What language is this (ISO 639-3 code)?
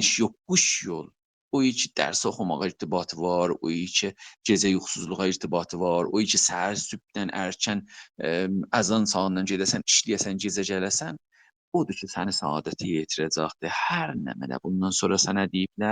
azb